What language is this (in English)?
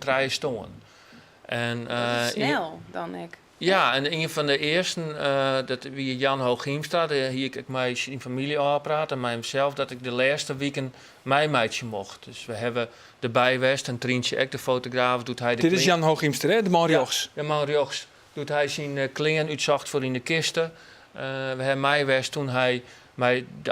Western Frisian